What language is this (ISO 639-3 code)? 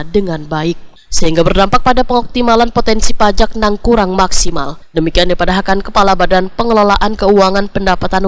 bjn